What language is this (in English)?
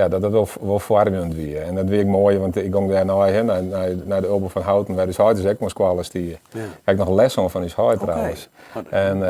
Western Frisian